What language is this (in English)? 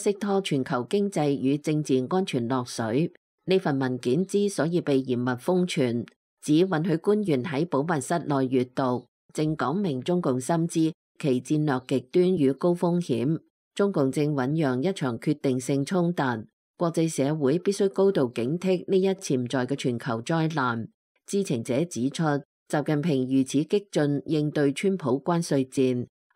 Cantonese